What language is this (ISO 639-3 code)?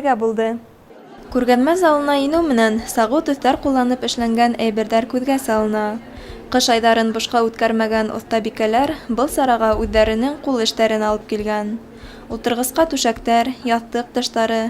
bak